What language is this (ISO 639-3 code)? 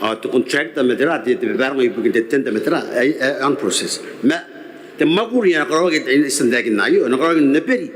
gil